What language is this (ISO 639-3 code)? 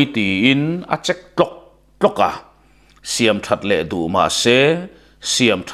lus